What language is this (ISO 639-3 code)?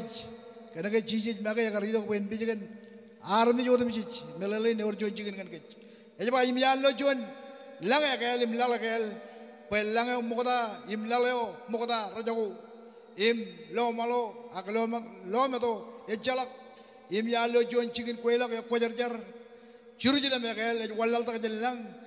mah